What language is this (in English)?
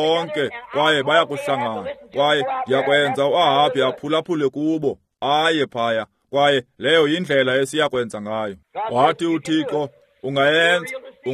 Xhosa